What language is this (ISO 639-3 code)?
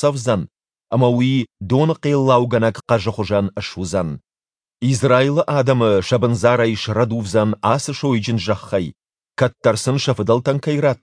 oss